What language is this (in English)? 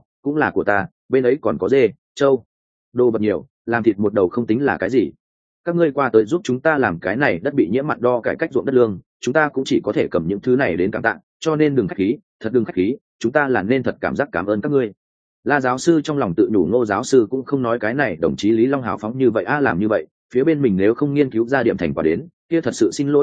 Vietnamese